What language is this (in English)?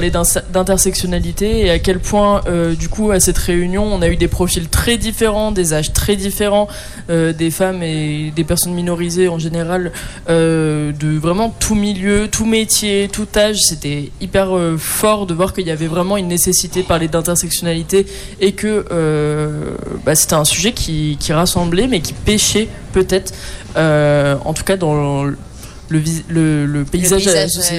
French